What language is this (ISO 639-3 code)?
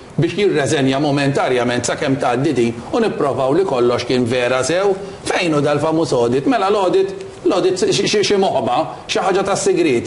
mlt